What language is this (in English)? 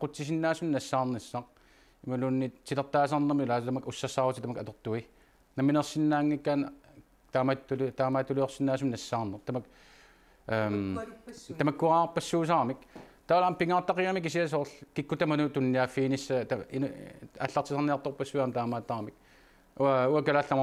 Kalaallisut